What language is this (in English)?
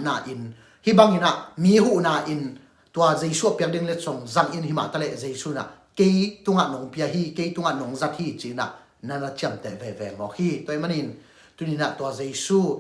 Tedim Chin